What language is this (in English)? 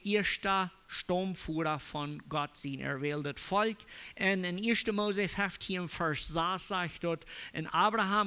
Plautdietsch